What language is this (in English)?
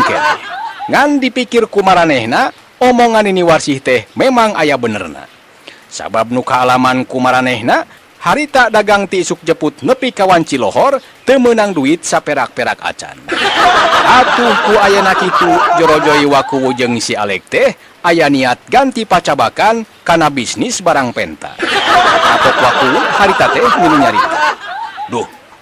Sundanese